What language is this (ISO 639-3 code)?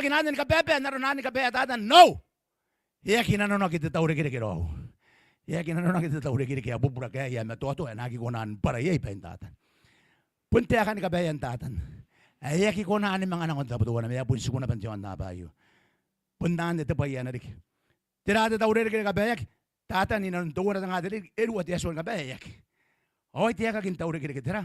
gil